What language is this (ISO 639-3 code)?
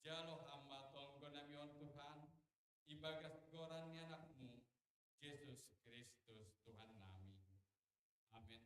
bts